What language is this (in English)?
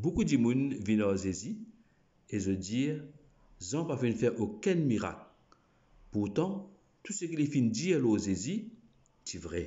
Morisyen